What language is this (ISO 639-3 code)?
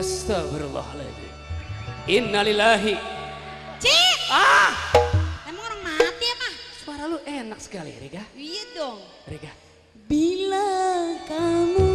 bew